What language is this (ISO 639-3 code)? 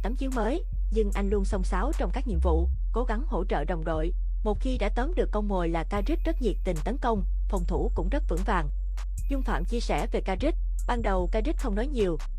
vie